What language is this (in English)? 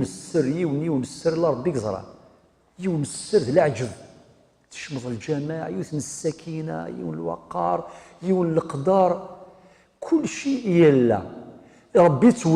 Kabyle